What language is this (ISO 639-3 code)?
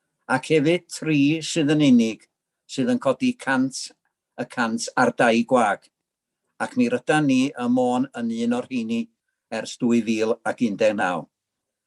cym